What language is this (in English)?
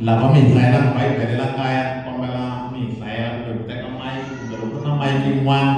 Tsonga